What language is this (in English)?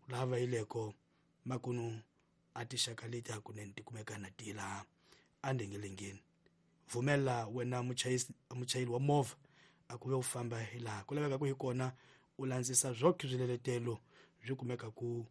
Tsonga